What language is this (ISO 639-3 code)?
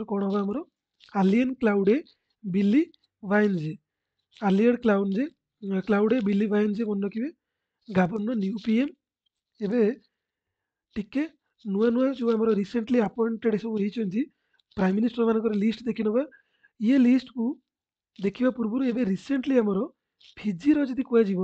ori